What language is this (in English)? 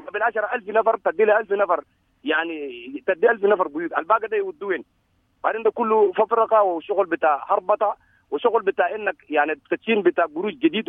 Sudanese Arabic